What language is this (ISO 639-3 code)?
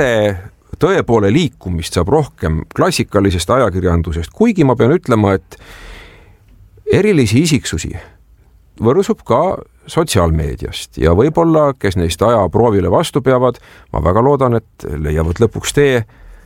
est